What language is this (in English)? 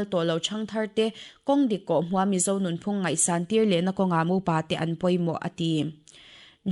Mizo